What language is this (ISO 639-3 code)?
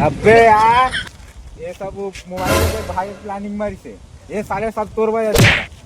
hne